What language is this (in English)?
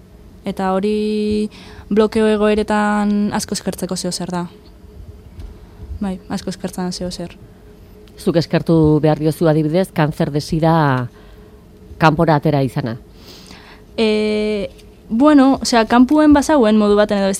Basque